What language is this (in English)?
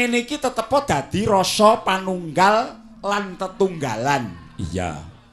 Javanese